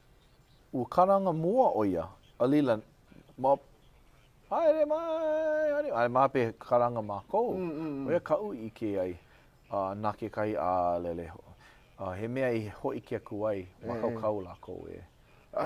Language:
Hawaiian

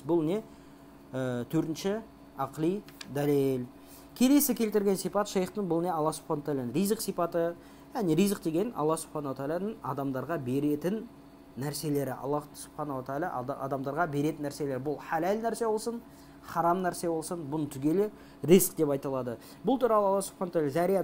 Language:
Kazakh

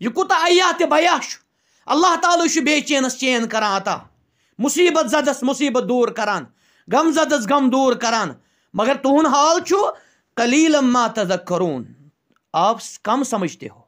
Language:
Kashmiri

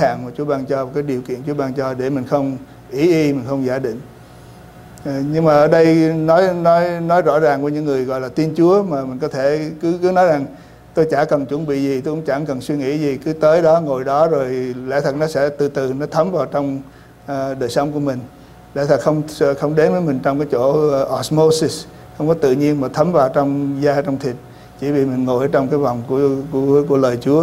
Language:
Vietnamese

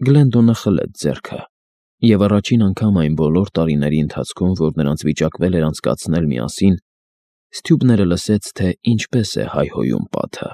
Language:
Armenian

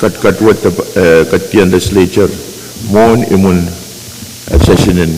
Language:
Pohnpeian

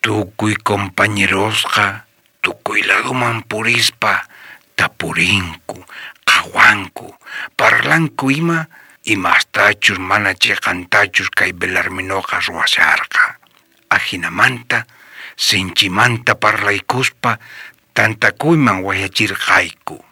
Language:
South Bolivian Quechua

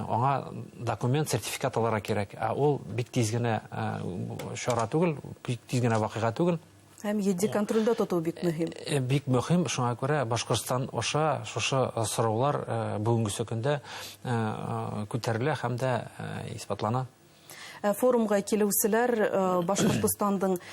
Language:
Bashkir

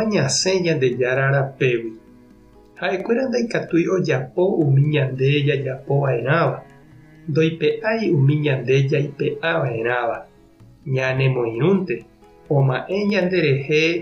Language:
Guarani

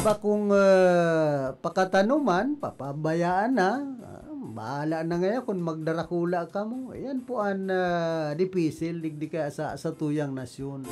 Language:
Bikol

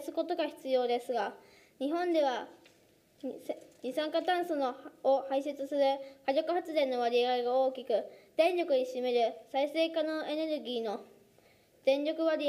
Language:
Japanese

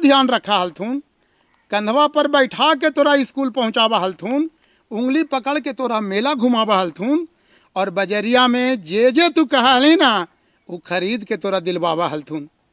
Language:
Magahi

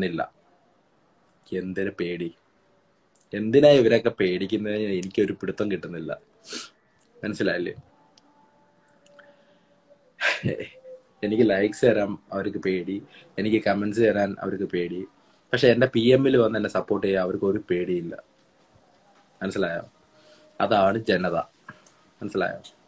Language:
Malayalam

